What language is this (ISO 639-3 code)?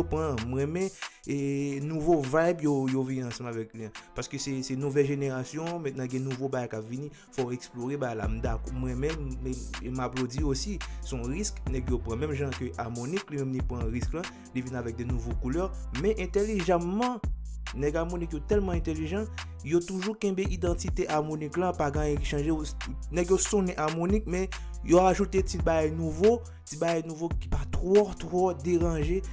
hat